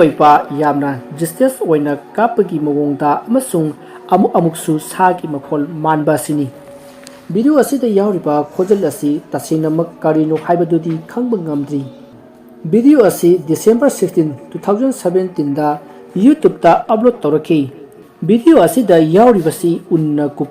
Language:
Manipuri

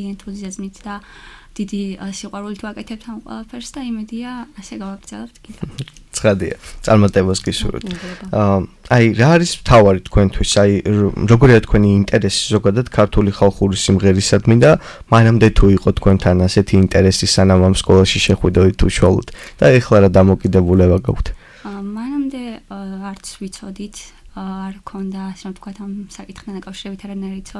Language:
Georgian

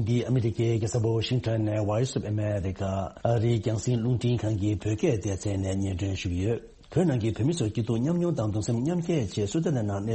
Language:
Tibetan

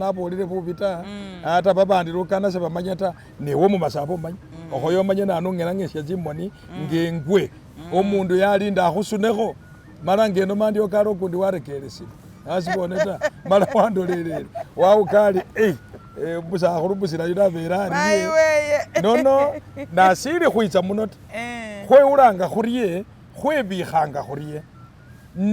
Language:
Masaaba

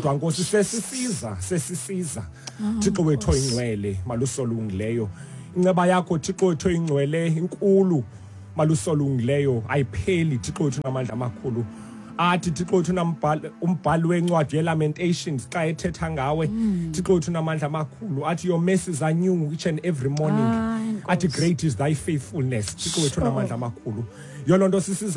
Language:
Xhosa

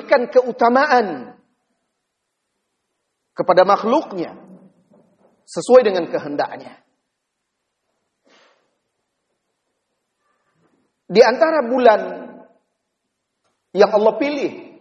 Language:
Indonesian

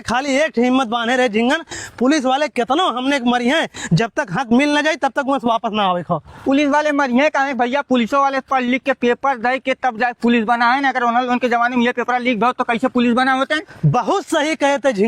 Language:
Awadhi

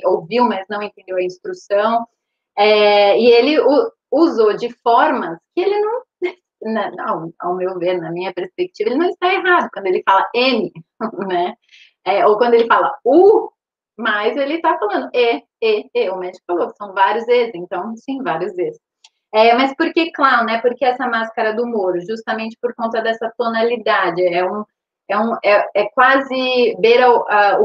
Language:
Portuguese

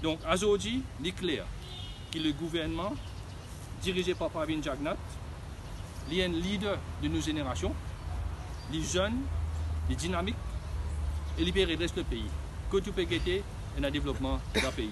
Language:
Morisyen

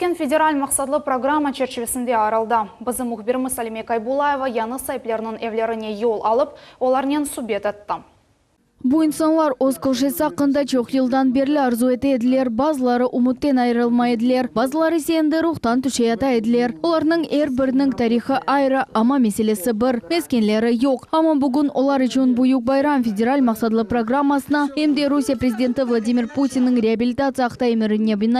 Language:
Crimean Tatar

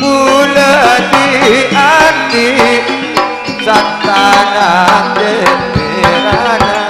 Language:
Madurese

